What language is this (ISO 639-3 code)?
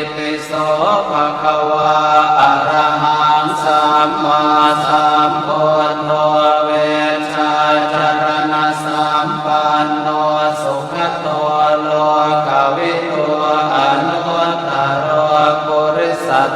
pli